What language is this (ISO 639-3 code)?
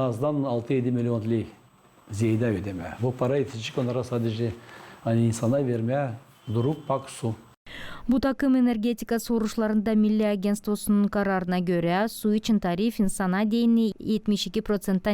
gag